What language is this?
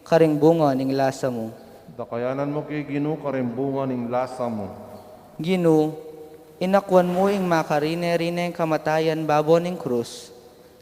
Pampanga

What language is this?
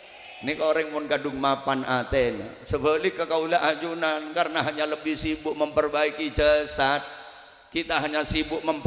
Madurese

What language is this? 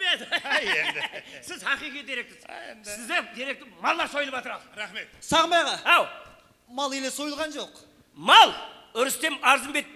Kara-Kalpak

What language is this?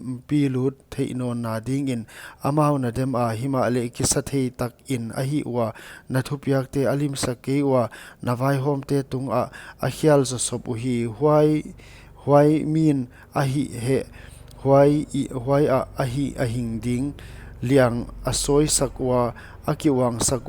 Paite Chin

